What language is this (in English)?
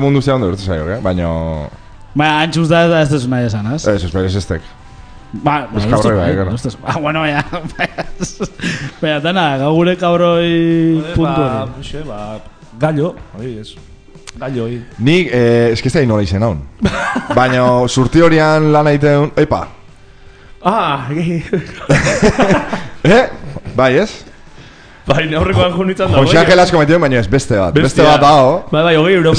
Basque